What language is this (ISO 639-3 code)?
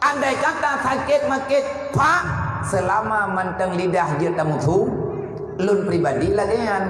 ace